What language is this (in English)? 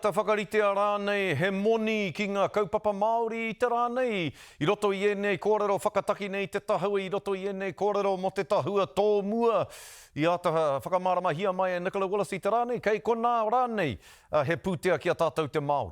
Māori